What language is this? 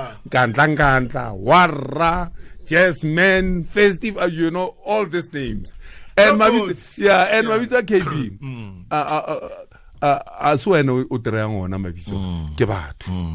Tswana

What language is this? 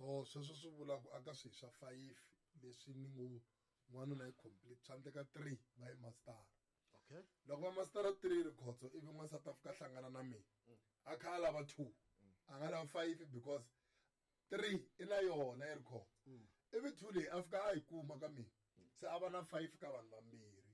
Tsonga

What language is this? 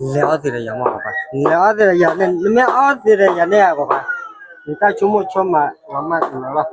S'gaw Karen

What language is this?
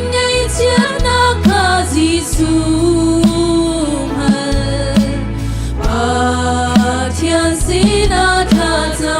Hakha Chin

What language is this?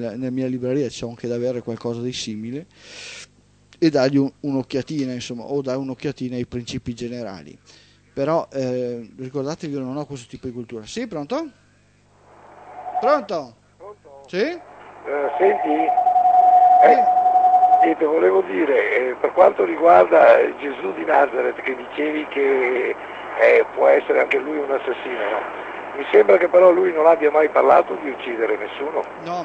Italian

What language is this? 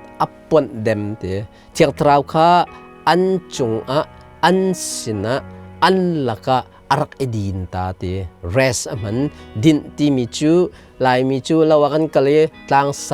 Hakha Chin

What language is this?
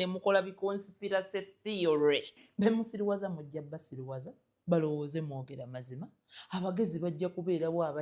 Ganda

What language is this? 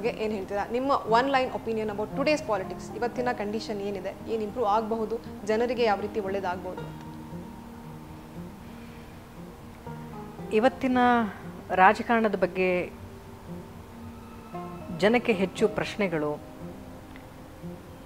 Kannada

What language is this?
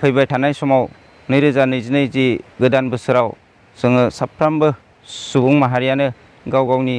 Bodo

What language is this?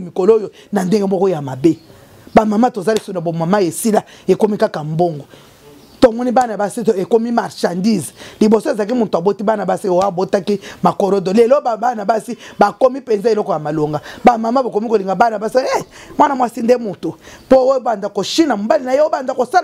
Lingala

